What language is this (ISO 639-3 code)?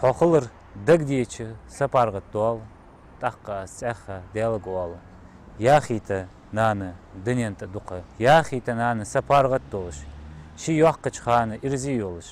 inh